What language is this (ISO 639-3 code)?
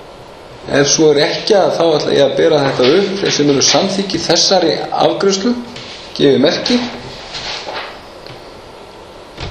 isl